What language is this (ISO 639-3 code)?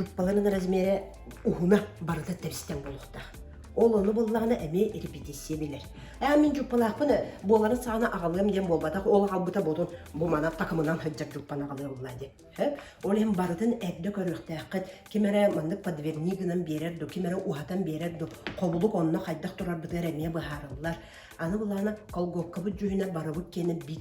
sah